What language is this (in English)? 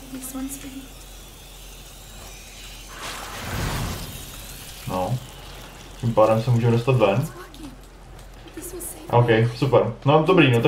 Czech